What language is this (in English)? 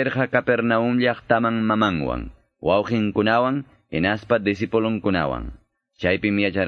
Quechua